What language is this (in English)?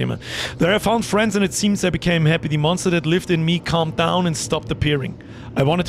Bavarian